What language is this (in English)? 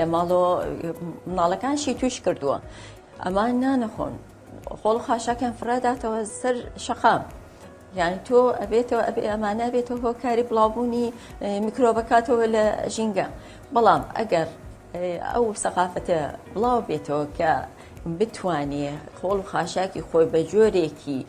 Central Kurdish